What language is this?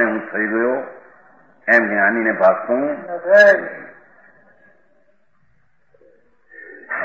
Gujarati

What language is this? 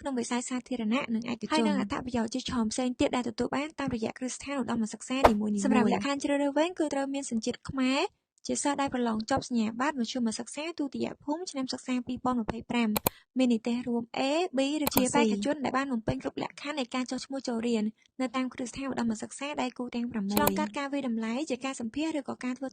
Khmer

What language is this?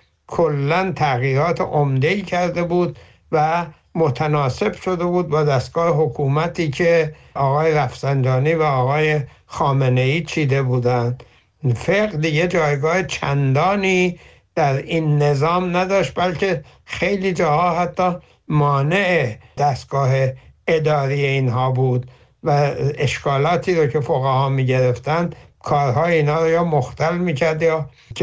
Persian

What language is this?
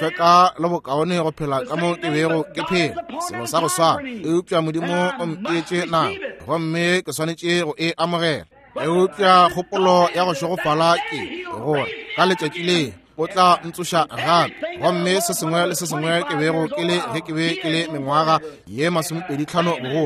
Northern Sotho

